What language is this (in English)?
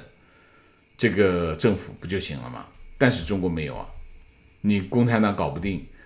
Chinese